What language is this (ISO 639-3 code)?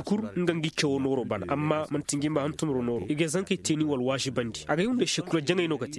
ses